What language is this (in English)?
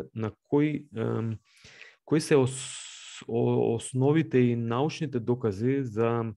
Macedonian